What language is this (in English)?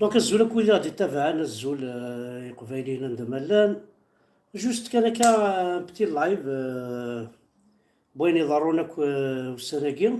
Kabyle